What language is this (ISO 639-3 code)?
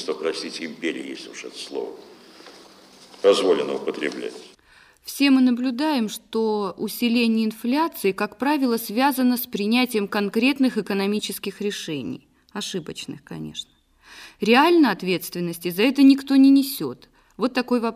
rus